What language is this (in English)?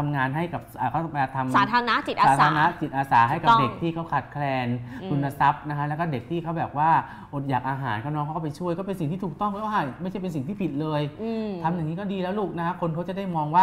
Thai